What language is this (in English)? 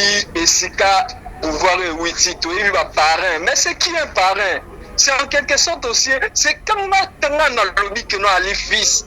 Lingala